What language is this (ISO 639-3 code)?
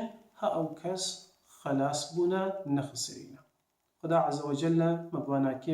kur